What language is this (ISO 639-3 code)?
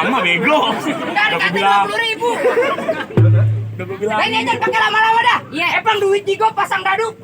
bew